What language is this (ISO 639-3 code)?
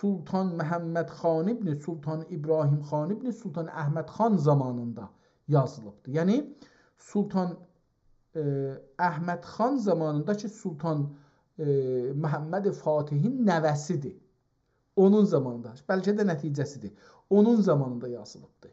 azb